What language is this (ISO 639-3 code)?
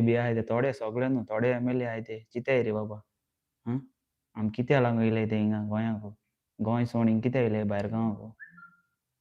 kok